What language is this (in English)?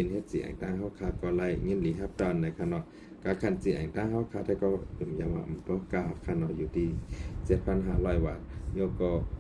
Shan